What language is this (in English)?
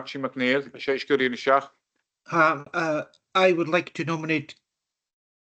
Scottish Gaelic